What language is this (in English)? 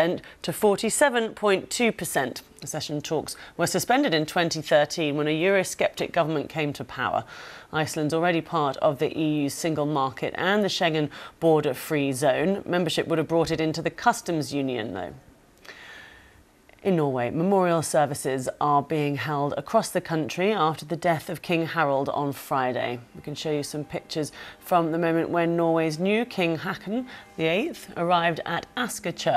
English